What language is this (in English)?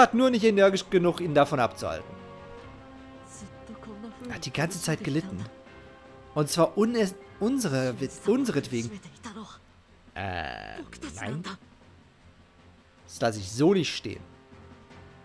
German